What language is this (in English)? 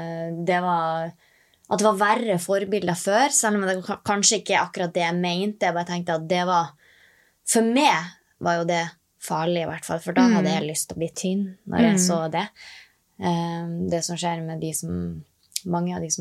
Norwegian